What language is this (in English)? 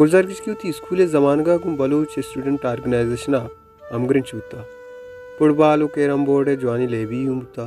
Baluchi